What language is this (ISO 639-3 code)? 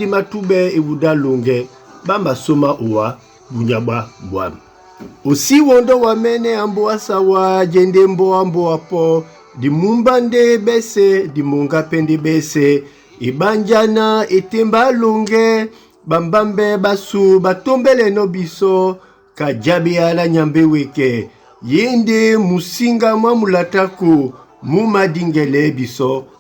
dua